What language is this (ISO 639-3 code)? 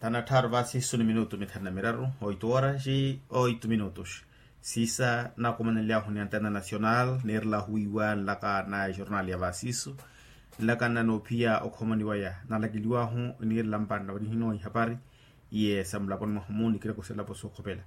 vmw